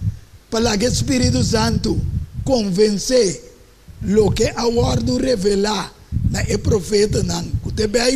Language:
Papiamento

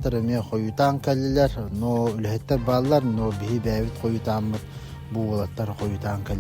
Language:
Yakut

